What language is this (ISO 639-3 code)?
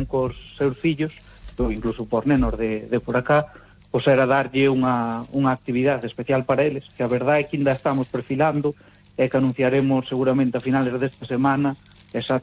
glg